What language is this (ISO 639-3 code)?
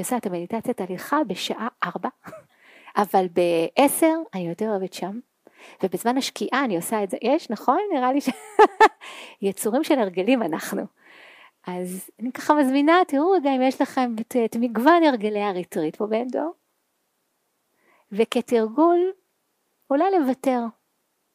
heb